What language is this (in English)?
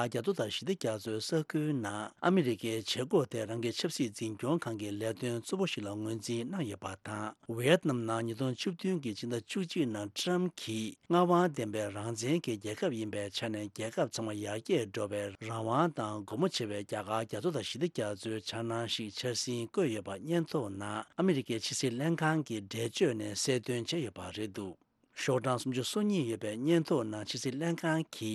Tibetan